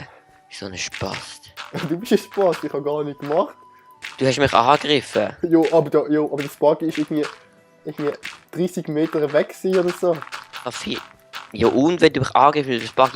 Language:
Swiss German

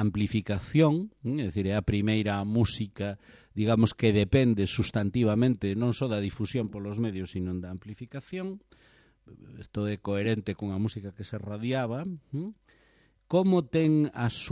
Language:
Galician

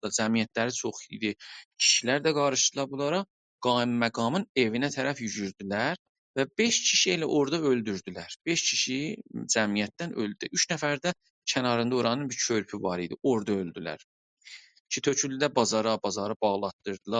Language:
South Azerbaijani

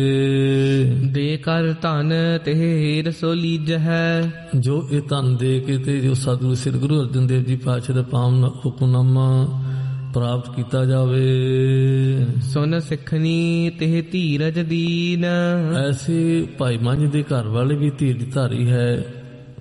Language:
Punjabi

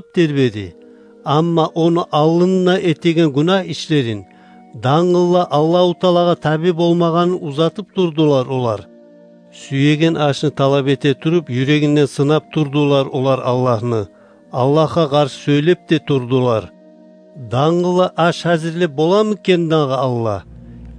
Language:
Kumyk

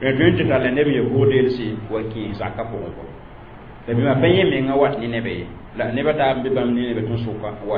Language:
Mossi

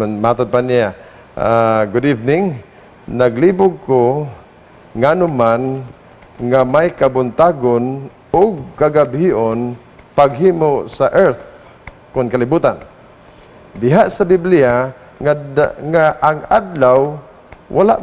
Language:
Cebuano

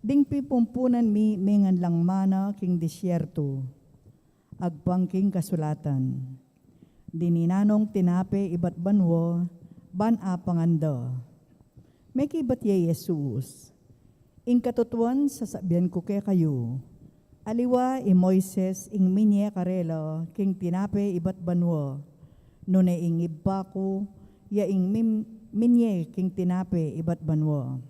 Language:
Pampanga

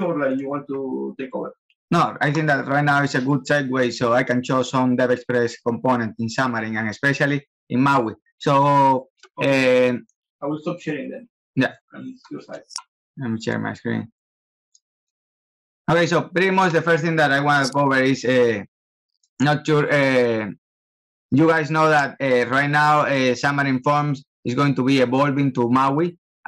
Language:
English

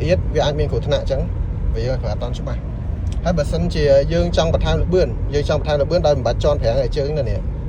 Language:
Khmer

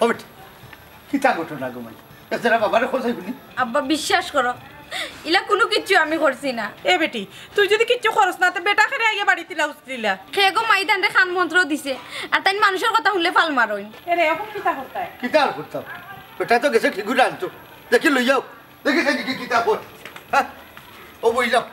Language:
Sylheti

